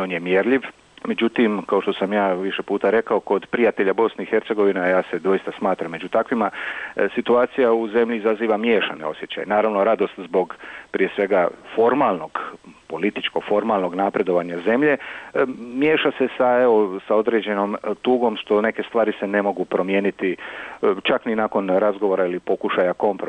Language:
Croatian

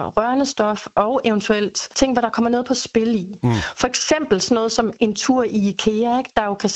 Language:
Danish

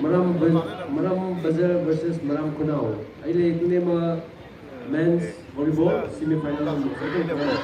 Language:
Maram Naga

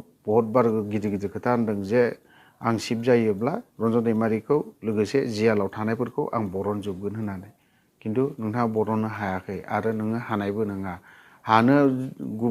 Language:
Bodo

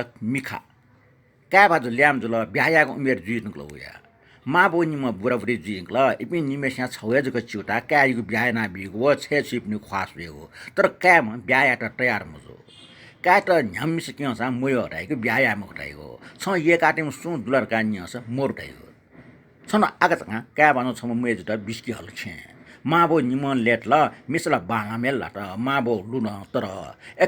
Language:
Newari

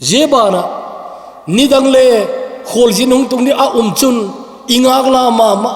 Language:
Thado Chin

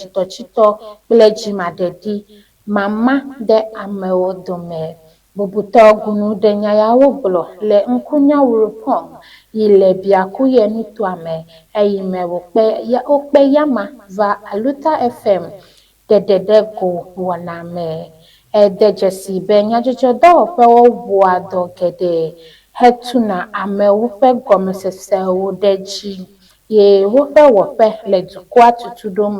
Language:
Ewe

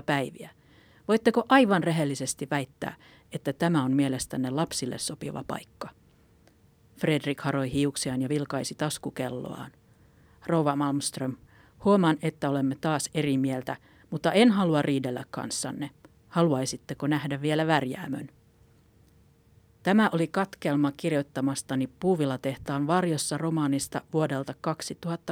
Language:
Finnish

